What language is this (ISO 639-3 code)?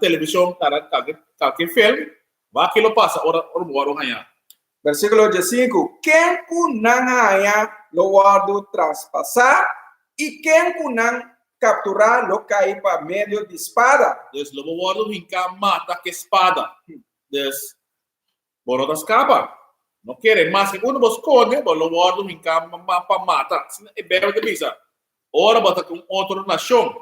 pap